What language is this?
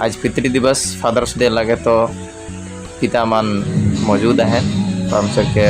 Sadri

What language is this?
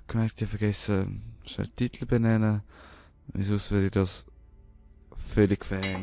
Swiss German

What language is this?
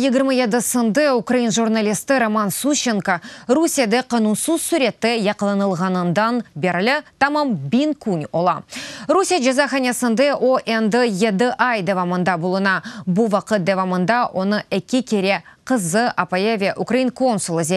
Crimean Tatar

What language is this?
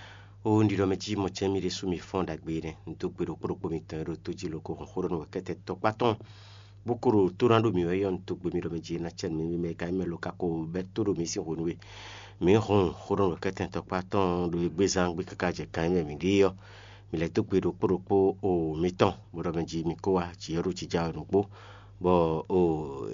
Fon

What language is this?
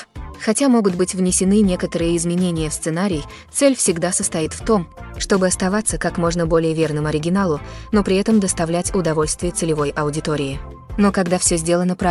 Russian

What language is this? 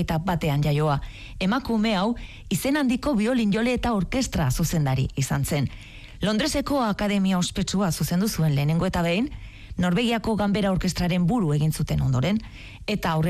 Basque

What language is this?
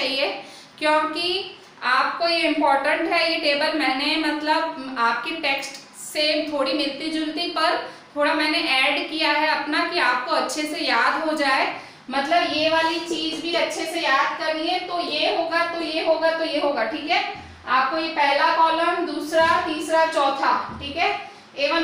Hindi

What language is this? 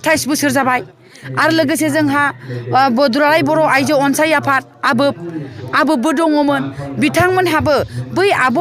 Bodo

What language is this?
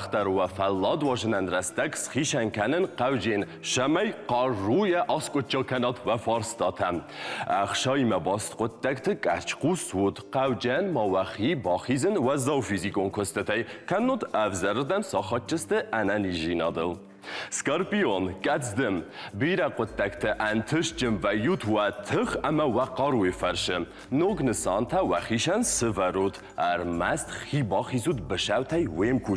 Ossetic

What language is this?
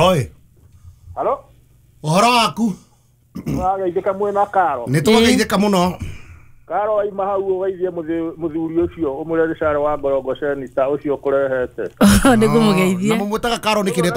Kikuyu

